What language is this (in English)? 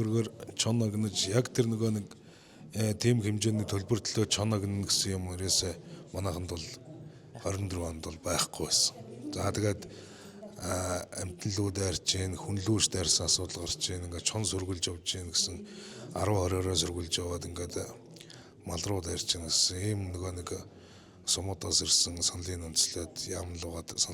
Mongolian